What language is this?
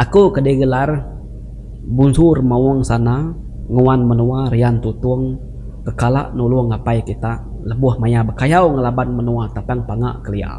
Iban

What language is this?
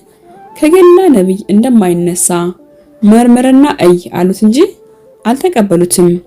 Amharic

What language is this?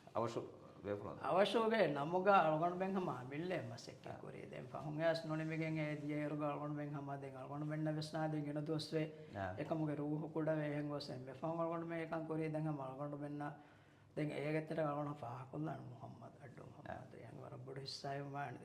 Divehi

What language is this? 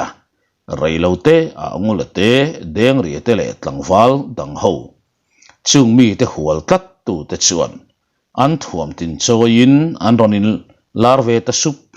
Mizo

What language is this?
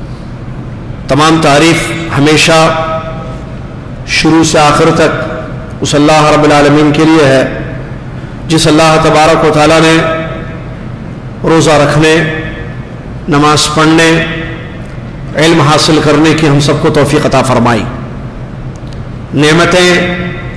Urdu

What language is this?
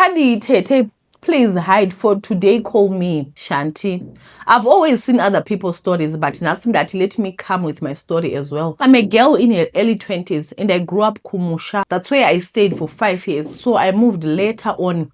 Shona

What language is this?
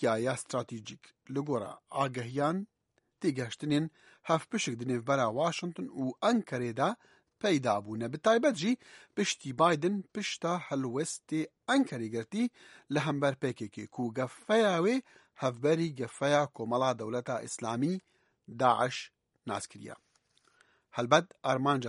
Kurdish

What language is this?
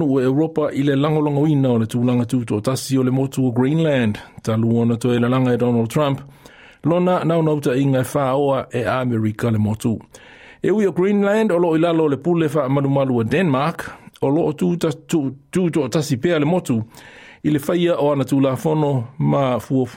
Samoan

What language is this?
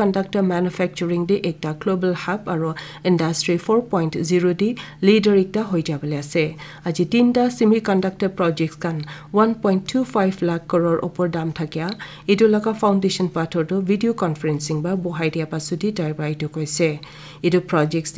Naga Pidgin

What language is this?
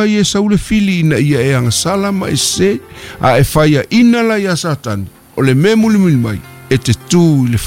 Samoan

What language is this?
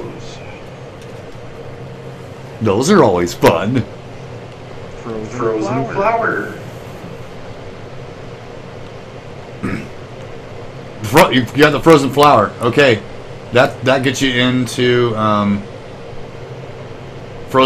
English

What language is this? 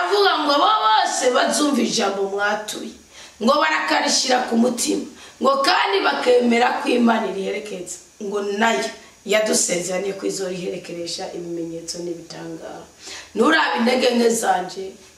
Rundi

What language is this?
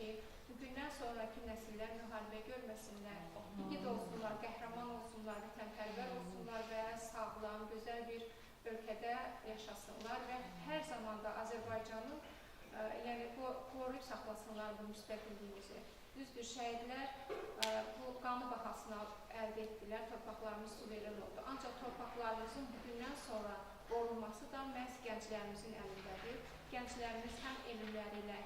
Azerbaijani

